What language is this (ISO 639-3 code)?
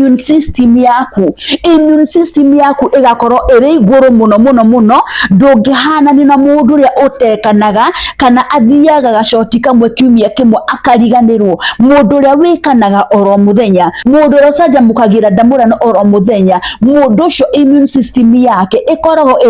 kik